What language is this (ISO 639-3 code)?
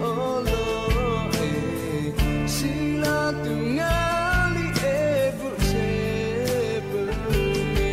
lhu